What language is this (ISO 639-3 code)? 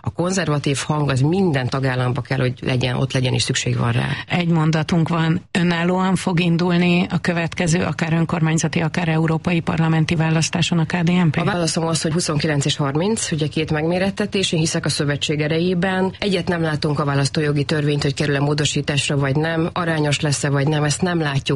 hun